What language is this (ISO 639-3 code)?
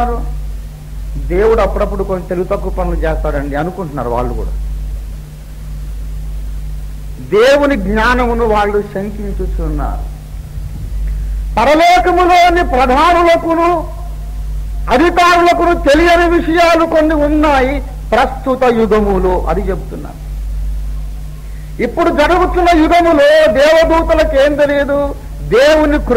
tel